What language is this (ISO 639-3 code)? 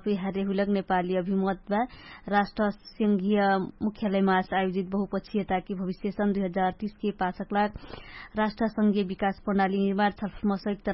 thl